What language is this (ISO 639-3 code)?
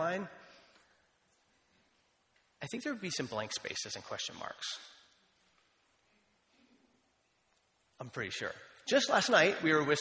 eng